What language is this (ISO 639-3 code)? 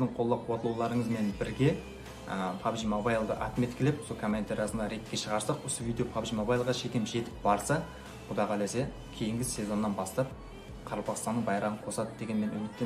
kaa